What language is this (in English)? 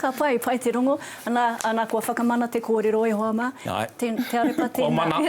Māori